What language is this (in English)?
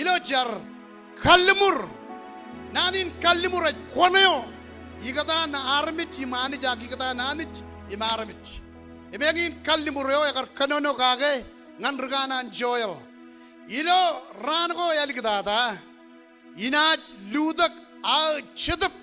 Marshallese